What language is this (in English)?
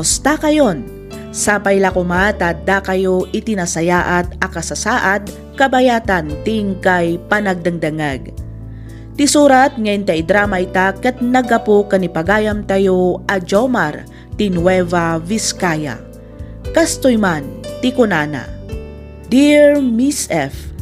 Iloko